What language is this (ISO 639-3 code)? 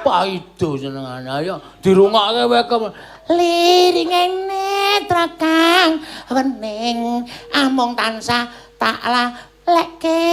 jav